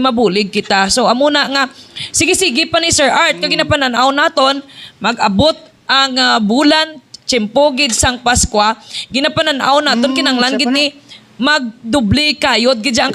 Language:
Hiligaynon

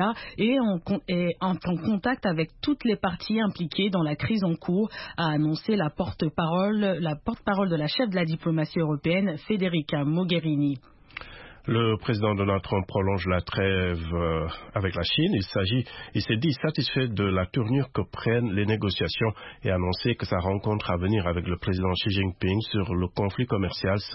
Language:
French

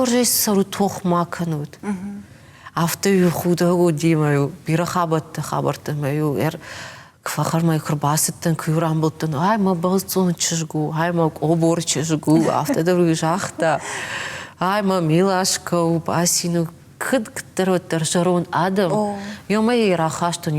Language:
Ossetic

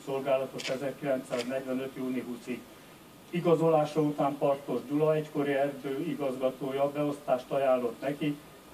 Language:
Hungarian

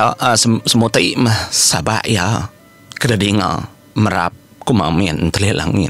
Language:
Iban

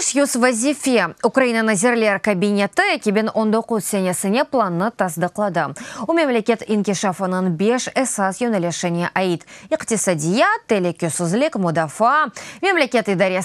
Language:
Crimean Tatar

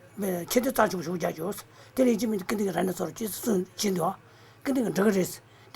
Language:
Tibetan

